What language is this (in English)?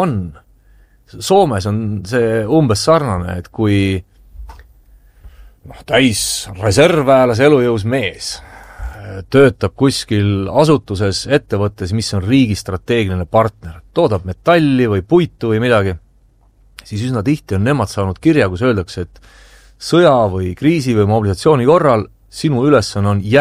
Estonian